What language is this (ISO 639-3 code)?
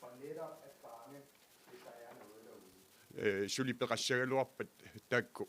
kal